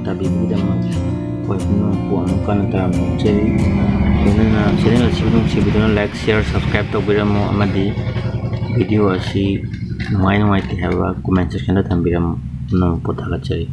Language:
Manipuri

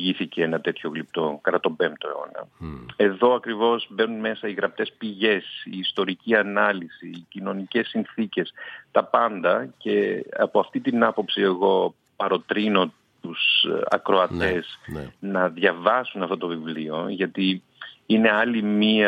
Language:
Greek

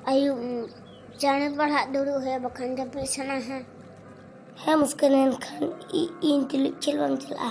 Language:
Santali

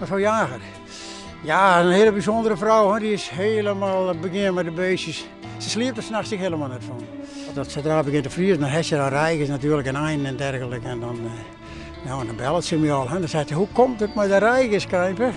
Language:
Western Frisian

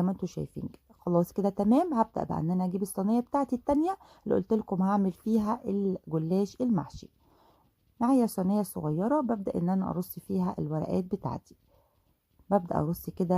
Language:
Egyptian Arabic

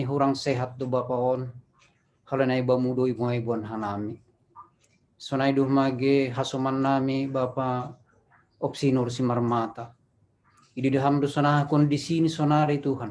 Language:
Batak Simalungun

